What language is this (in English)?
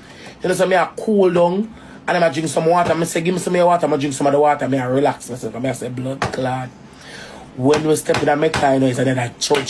Jamaican Creole English